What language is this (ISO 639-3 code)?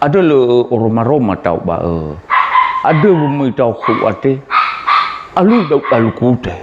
nia